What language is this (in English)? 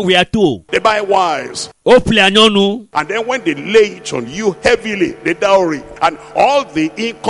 Ewe